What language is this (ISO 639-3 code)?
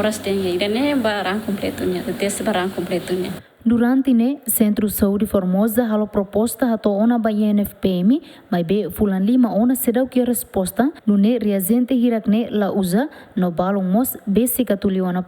tet